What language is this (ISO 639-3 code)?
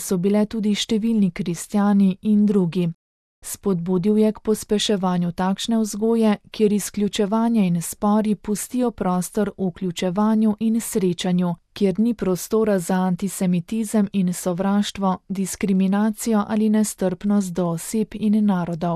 slv